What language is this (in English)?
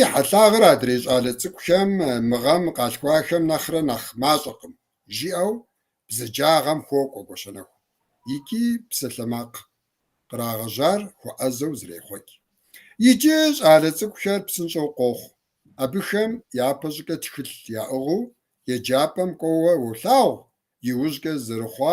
Kabardian